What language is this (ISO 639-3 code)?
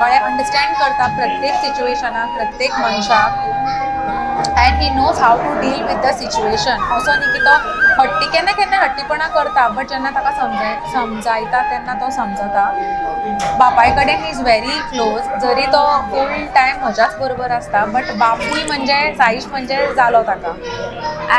kok